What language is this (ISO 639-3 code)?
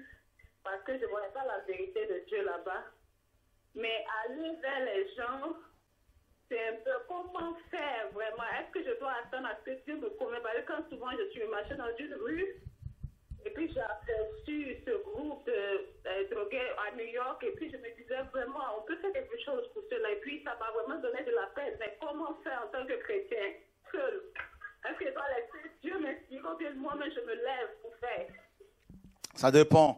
fra